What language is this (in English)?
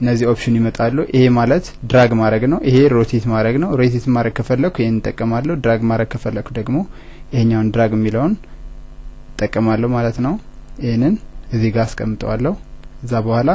Amharic